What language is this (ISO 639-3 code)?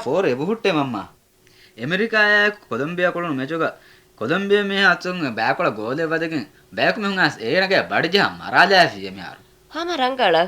div